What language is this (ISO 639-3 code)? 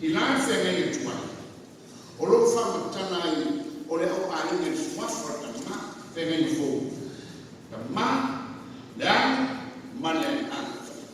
smo